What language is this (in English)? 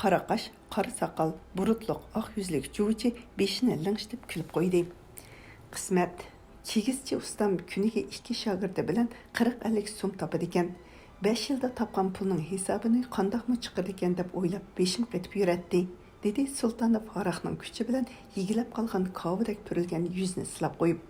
Uyghur